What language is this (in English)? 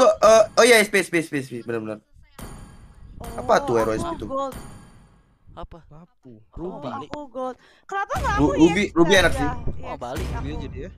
Indonesian